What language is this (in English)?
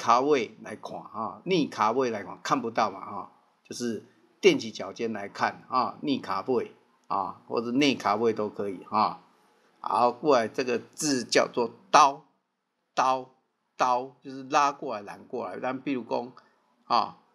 Min Nan Chinese